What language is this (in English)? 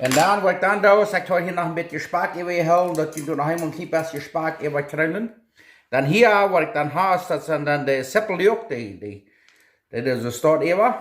Plautdietsch